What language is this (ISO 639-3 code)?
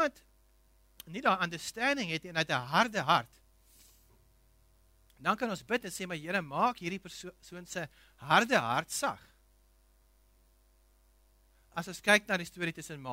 afr